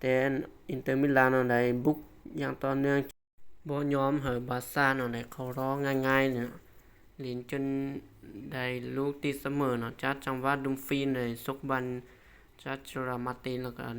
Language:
Lao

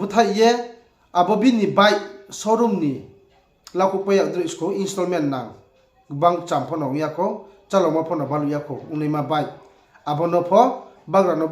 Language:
Riang (India)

